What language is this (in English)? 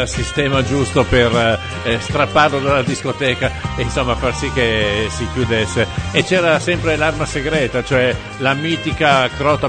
Italian